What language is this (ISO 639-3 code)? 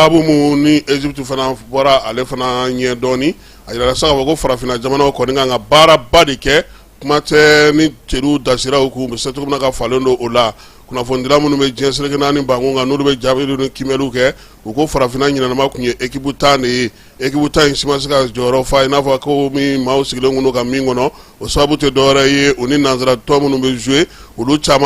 bam